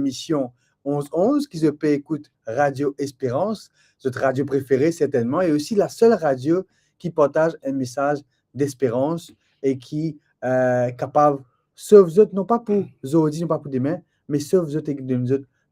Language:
Morisyen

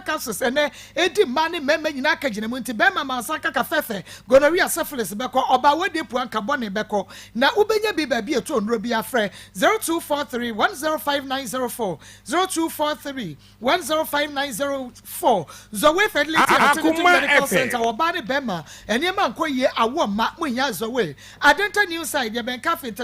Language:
Akan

